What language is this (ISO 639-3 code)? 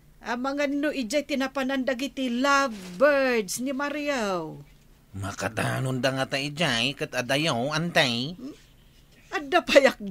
ilo